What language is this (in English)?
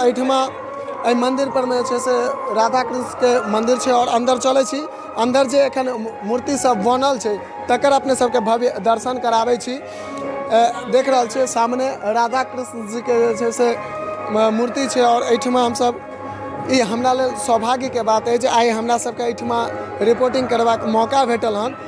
Maithili